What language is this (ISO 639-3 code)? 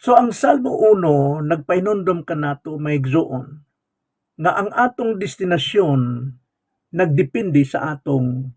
ceb